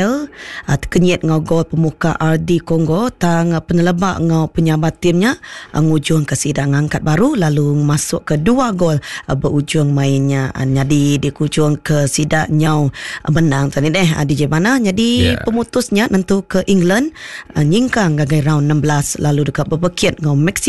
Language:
Iban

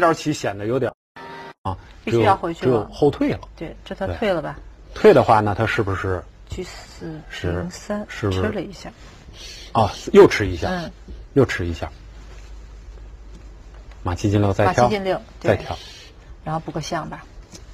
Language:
Chinese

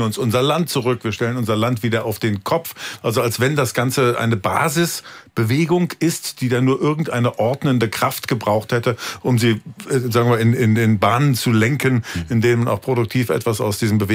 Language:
German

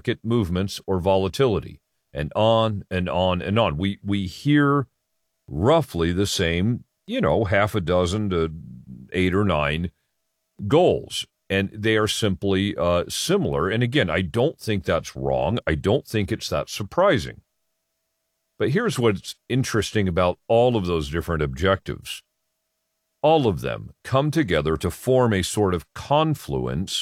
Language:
English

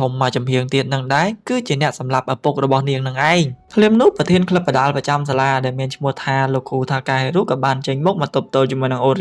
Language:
Khmer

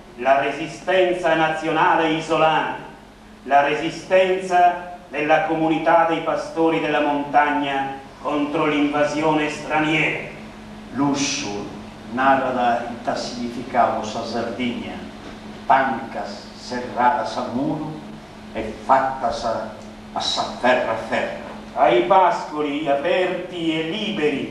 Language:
Sardinian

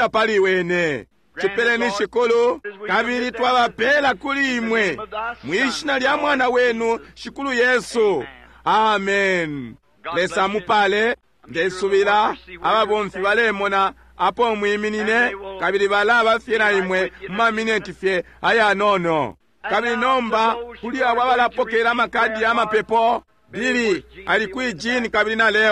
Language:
Bemba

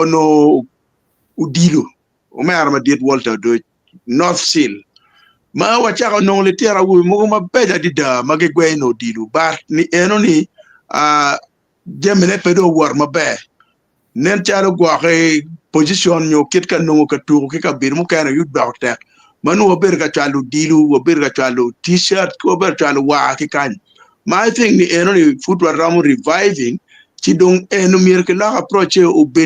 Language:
Acoli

